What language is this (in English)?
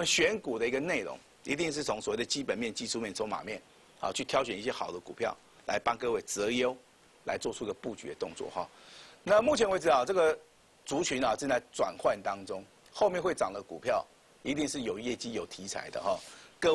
Chinese